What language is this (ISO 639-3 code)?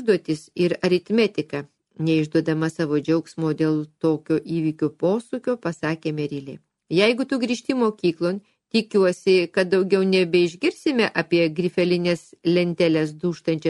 lit